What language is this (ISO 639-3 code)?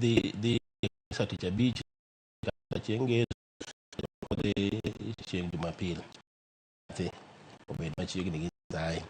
luo